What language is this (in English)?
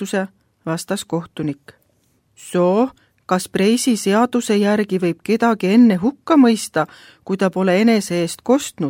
Estonian